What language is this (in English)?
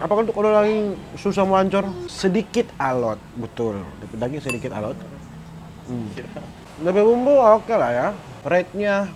Manado Malay